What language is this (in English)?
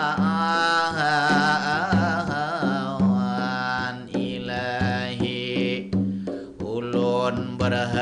Banjar